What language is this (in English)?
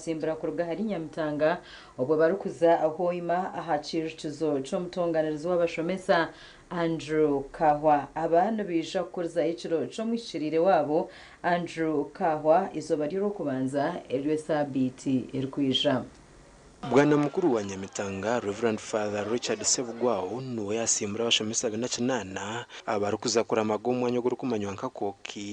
Nyankole